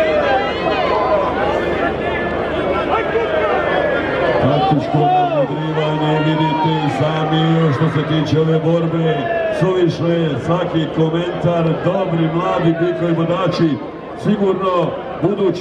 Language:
Croatian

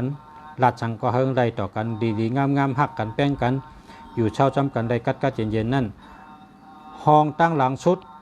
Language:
Shan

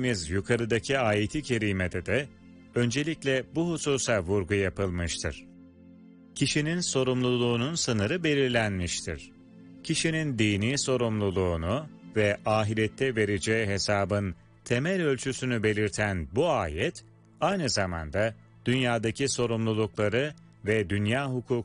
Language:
Turkish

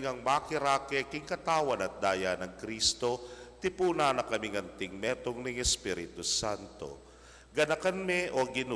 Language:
Pampanga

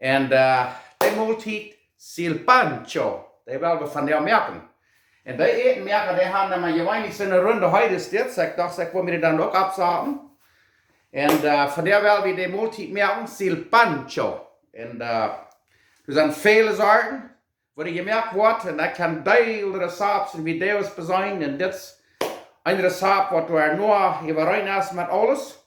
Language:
Plautdietsch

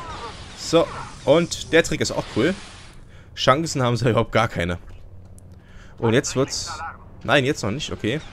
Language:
German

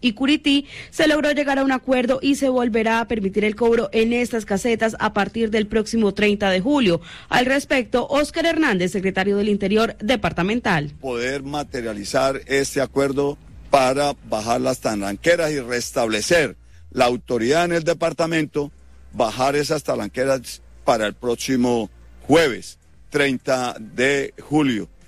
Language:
Spanish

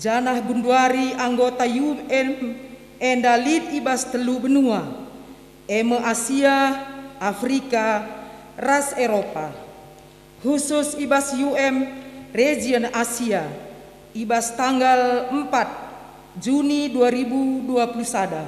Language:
Batak Karo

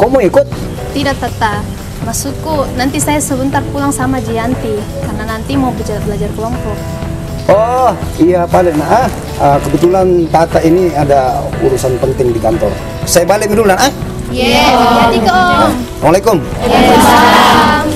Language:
Makassar Malay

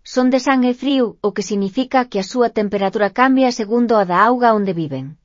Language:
Galician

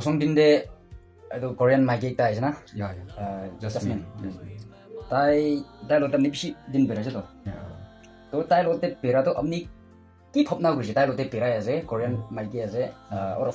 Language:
Naga Pidgin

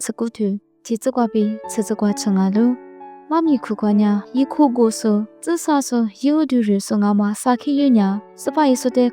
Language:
Lisu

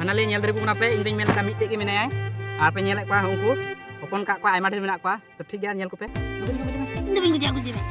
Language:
Santali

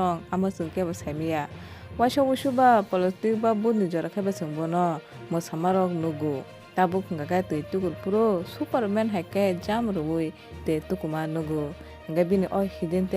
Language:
Kok Borok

